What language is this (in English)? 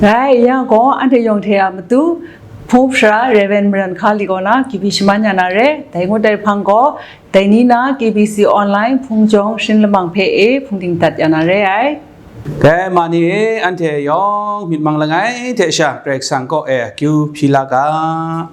Kachin